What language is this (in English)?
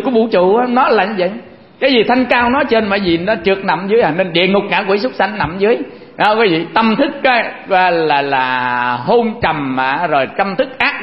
Vietnamese